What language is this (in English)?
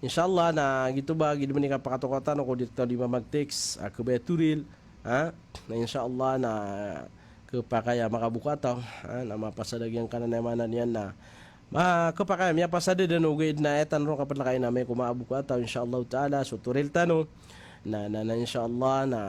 Maranao